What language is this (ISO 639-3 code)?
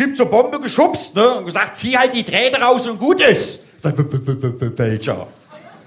deu